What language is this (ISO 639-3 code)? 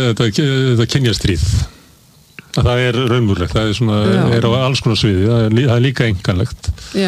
isl